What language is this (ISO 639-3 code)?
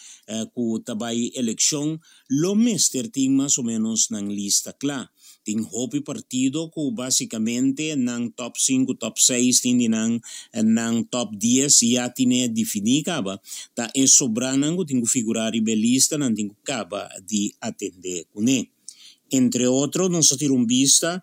pap